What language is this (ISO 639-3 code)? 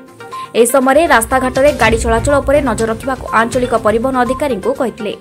ori